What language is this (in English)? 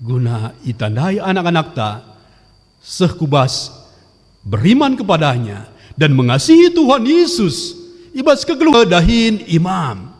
Batak Karo